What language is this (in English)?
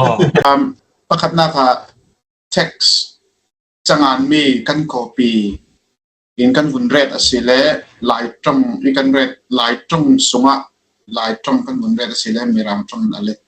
Falam Chin